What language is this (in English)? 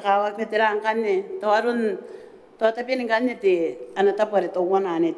Gilbertese